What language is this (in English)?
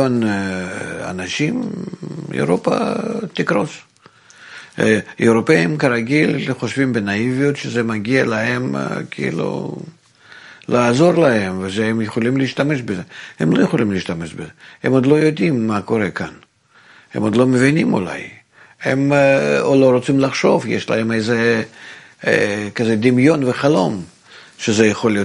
Hebrew